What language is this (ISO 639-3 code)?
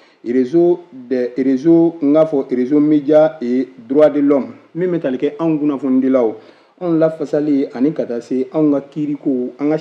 bam